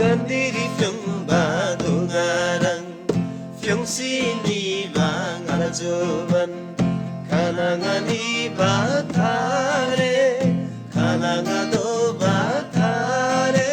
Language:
Eastern Tamang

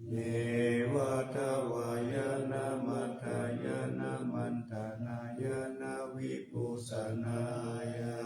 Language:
Pali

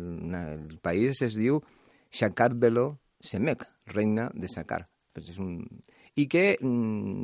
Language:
Catalan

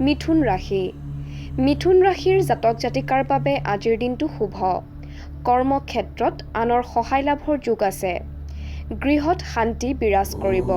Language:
Assamese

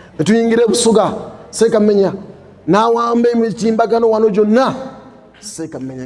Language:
Ganda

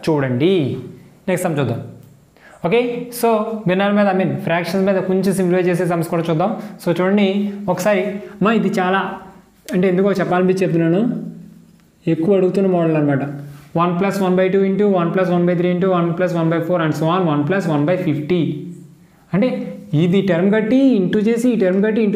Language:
Telugu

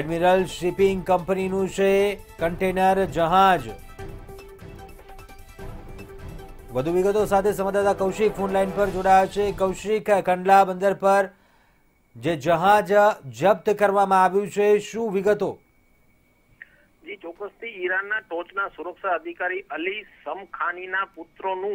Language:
Gujarati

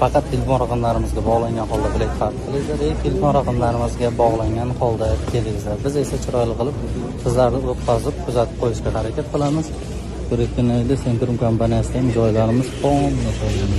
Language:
Uzbek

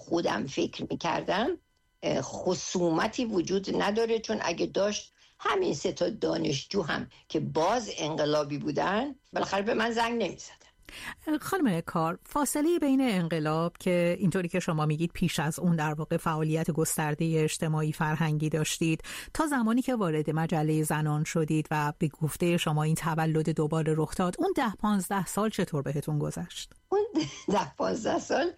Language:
Persian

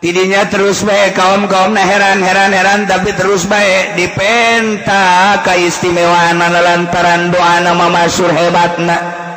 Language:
Sundanese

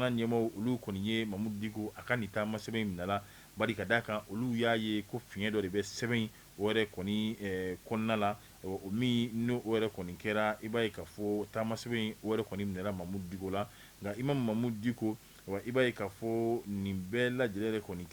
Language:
Bambara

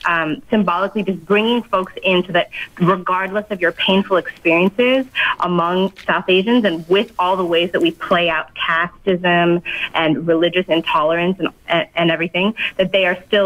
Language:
English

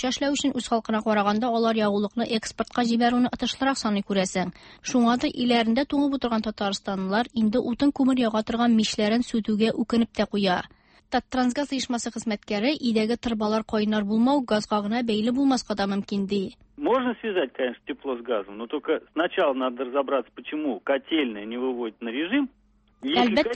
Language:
Tatar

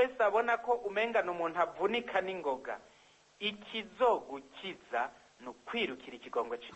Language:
Rundi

